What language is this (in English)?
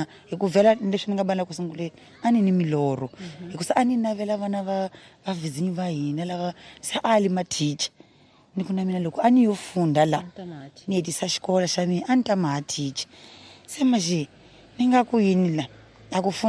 Tsonga